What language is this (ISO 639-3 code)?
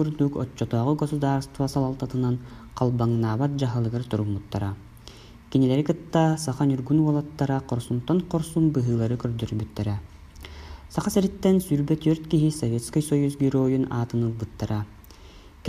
sah